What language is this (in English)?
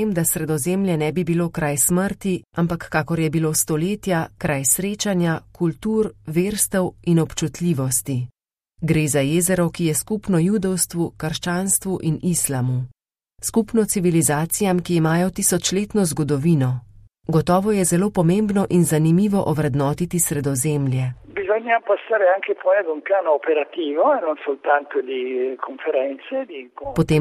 Slovenian